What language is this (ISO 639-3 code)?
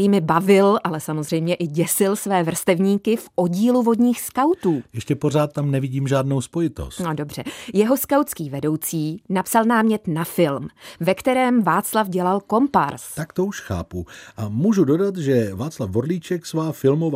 ces